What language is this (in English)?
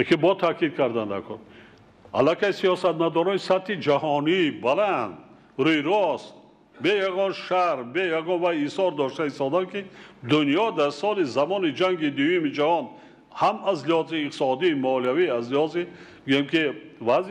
Tajik